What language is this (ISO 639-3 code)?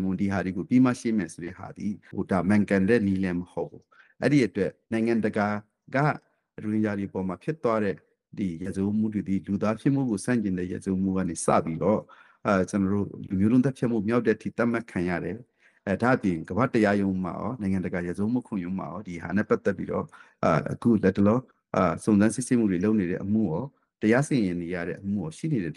mya